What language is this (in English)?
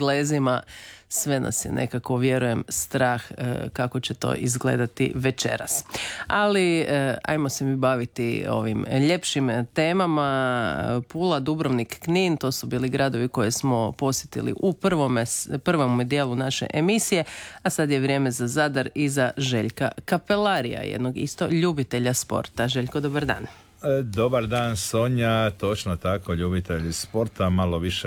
Croatian